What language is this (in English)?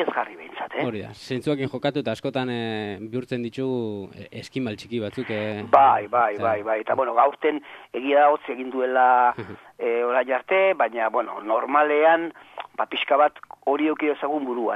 Basque